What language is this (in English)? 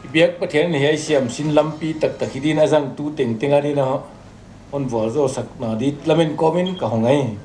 Paite Chin